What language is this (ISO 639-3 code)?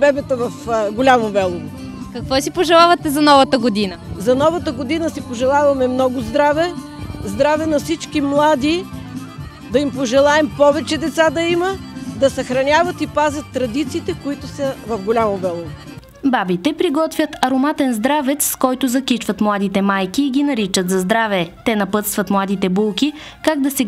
bul